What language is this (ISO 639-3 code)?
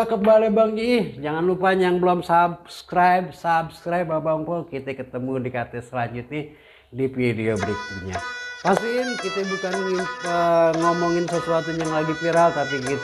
bew